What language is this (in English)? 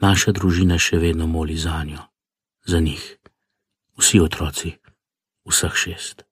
Slovenian